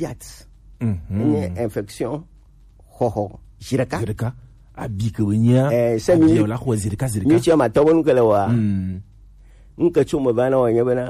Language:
Gen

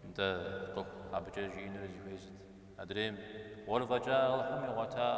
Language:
Kabardian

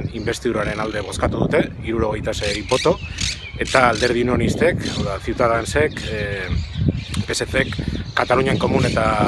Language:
Basque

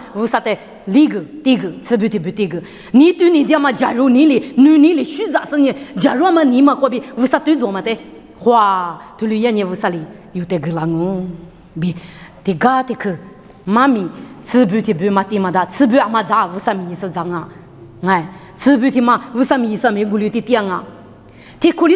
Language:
Lisu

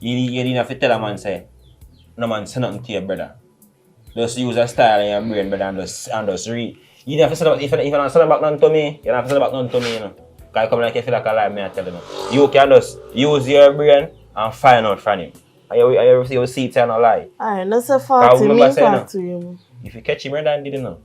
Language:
Jamaican Creole English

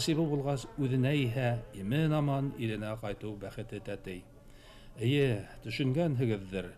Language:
Bashkir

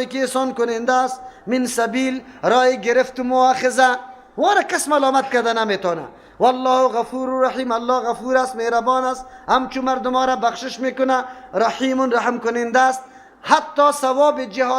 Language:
Persian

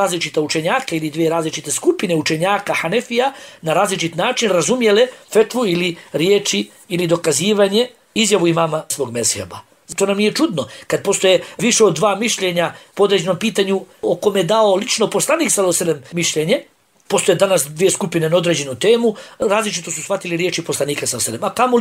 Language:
Bosnian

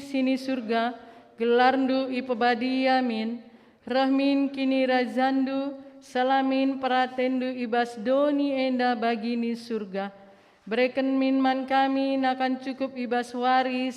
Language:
Batak Karo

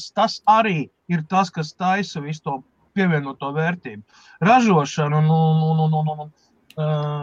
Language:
Latvian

